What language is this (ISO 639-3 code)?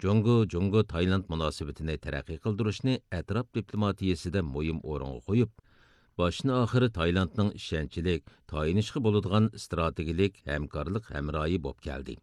uig